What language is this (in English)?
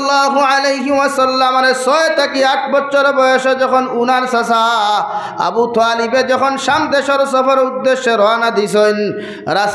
Sylheti